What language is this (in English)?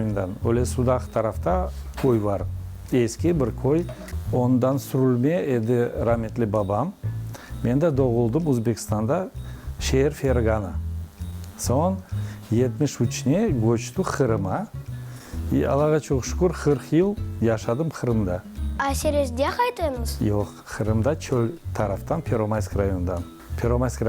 Crimean Tatar